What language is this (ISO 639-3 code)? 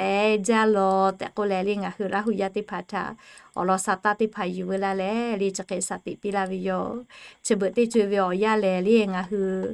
lhu